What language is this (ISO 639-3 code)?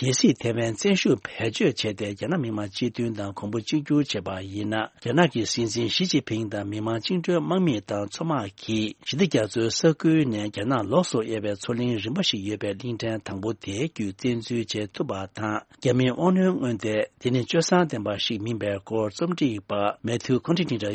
bod